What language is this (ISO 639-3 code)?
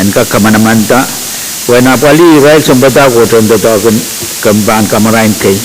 pon